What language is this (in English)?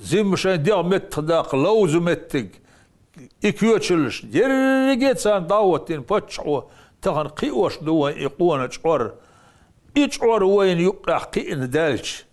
Chechen